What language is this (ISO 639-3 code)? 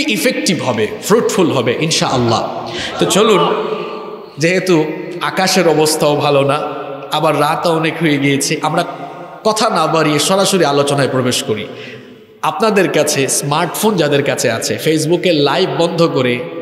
ben